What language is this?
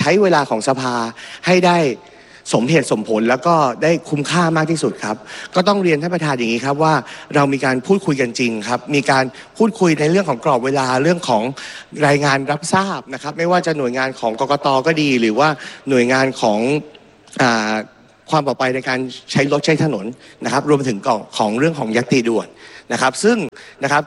Thai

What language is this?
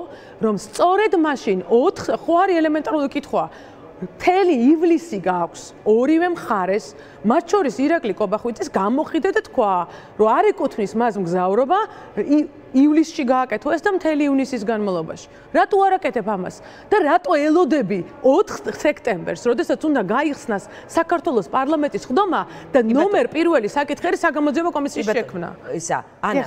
Georgian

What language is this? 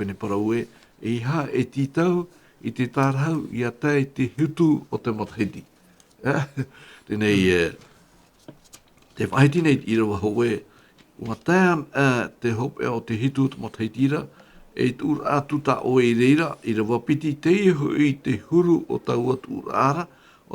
Tahitian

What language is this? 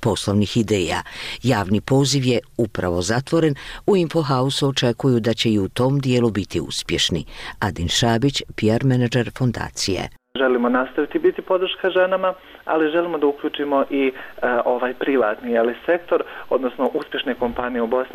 Bosnian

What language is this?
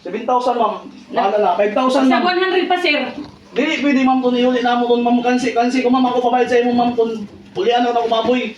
Surigaonon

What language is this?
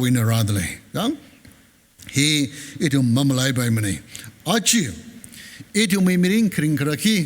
Tangkhul Naga (India)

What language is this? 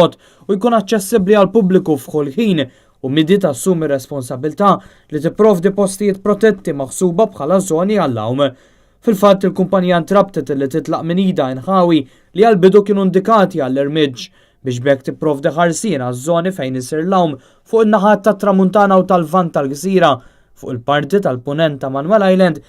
Maltese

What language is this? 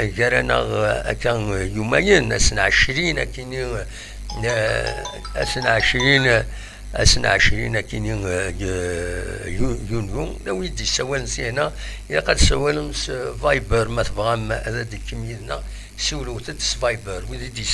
Kabyle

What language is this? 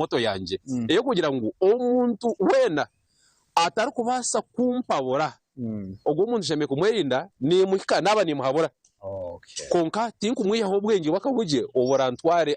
Nyankole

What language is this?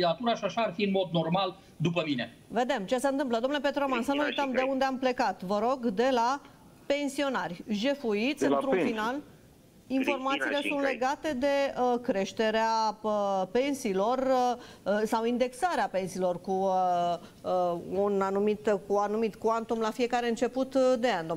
Romanian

